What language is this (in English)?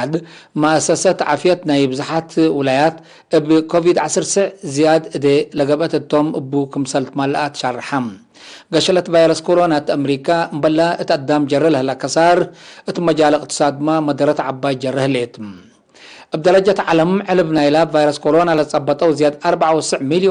Tigre